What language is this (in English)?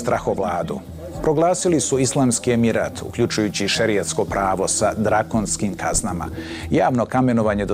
Bosnian